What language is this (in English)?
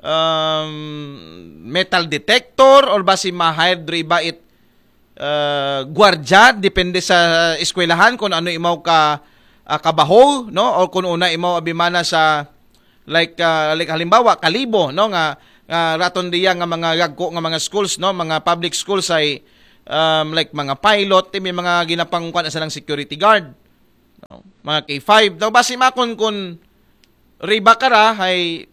Aklanon